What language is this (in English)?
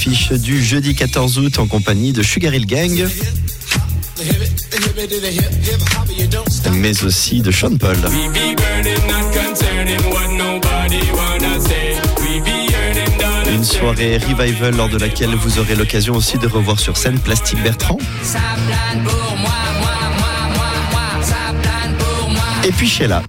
French